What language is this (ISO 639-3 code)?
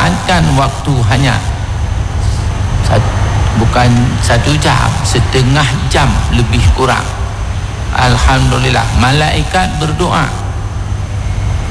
msa